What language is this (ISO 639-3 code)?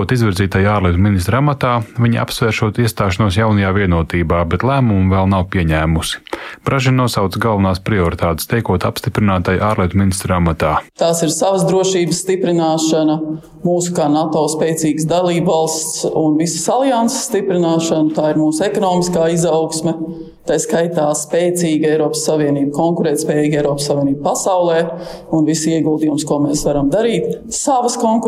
lav